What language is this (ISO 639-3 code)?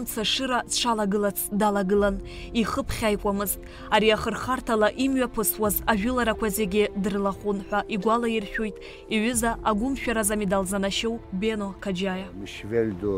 abk